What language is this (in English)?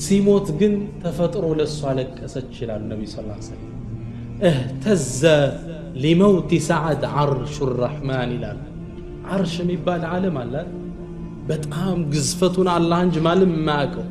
Amharic